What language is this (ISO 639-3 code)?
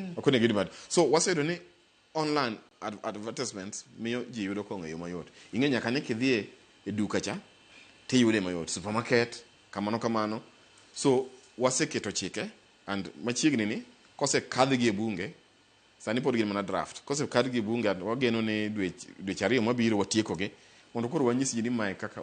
luo